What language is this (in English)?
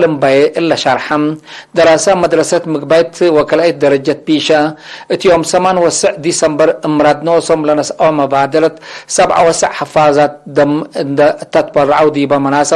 Tigre